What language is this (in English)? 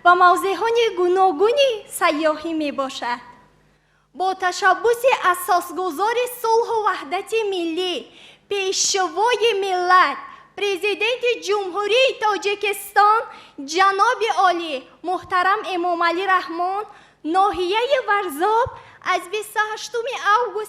Tajik